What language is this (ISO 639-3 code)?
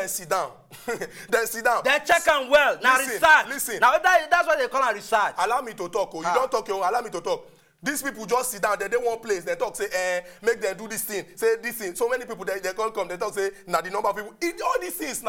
pcm